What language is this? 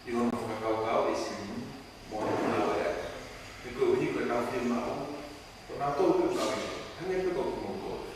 Tongan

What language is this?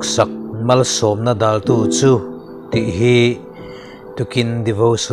Mizo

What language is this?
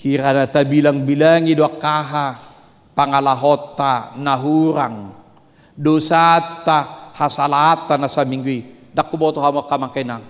Batak Toba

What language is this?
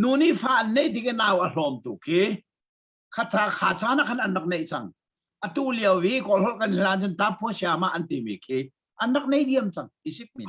Hakha Chin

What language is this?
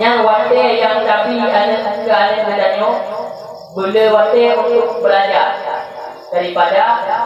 Achinese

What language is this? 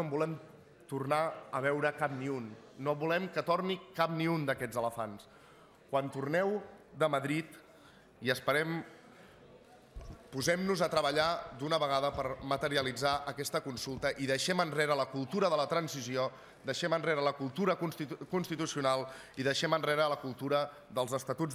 Catalan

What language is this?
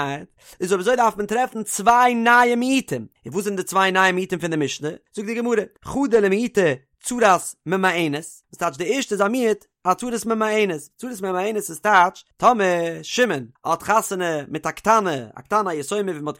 Yiddish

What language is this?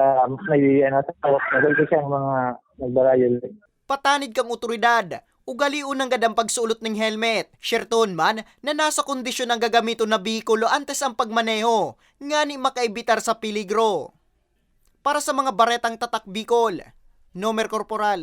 Bikol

